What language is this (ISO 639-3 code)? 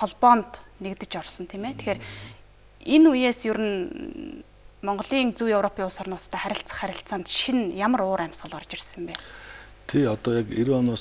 mon